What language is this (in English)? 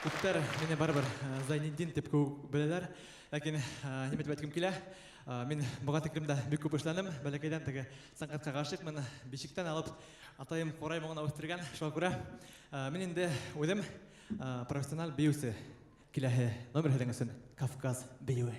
Bashkir